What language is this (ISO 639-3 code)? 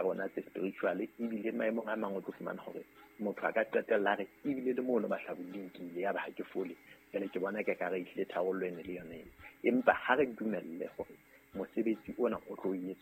sot